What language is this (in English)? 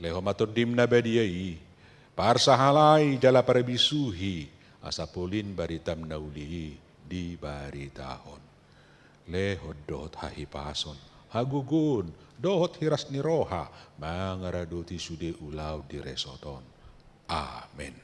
Batak Toba